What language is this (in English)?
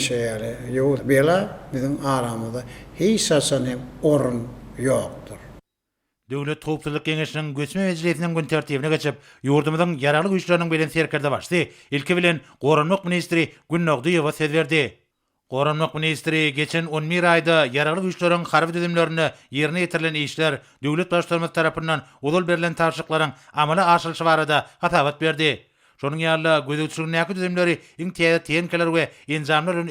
Turkmen